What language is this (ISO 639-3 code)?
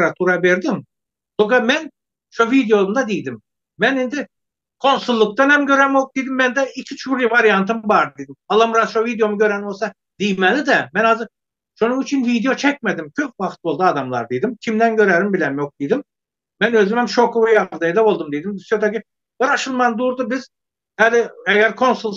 tuk